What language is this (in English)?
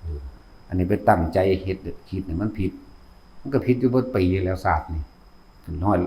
Northeastern Thai